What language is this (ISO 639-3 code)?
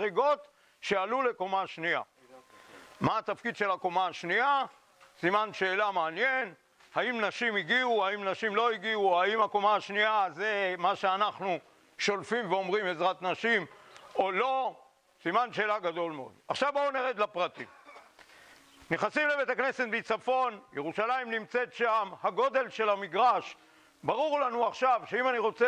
heb